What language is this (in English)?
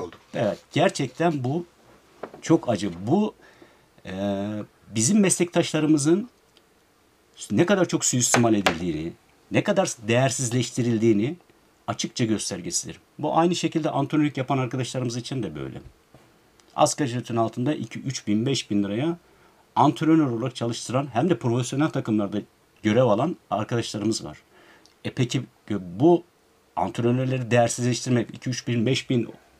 Turkish